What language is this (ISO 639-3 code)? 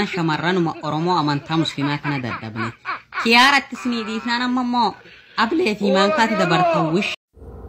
orm